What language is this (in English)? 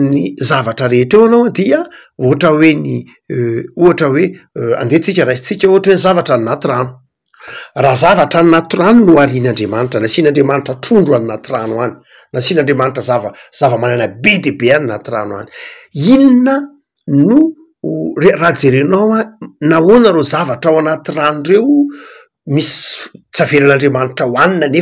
Malagasy